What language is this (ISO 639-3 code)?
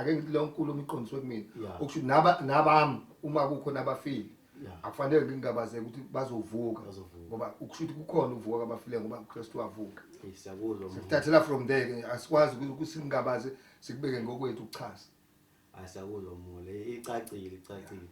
zul